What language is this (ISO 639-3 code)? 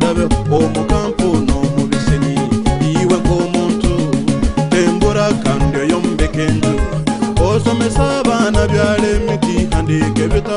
nyo